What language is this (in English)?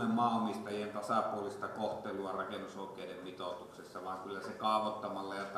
Finnish